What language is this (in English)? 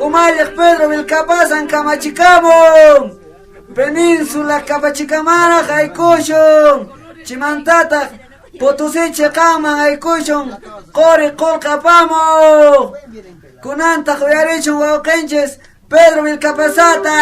Quechua